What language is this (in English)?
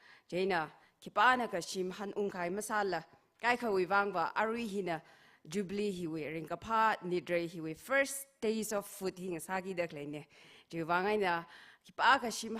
Tangkhul Naga (India)